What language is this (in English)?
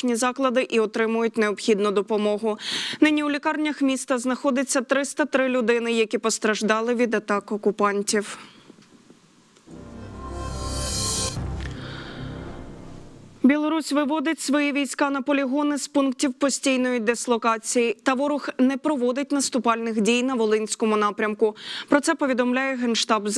Ukrainian